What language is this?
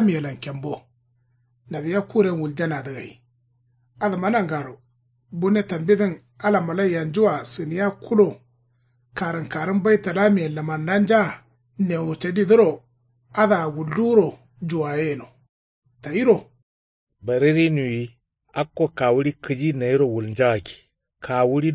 Kanuri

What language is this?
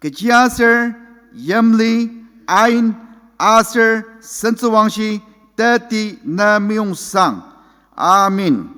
Ao Naga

